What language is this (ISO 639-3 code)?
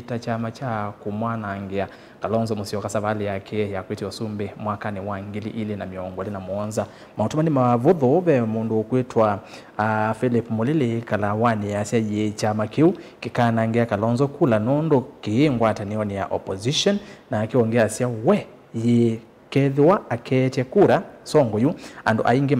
kam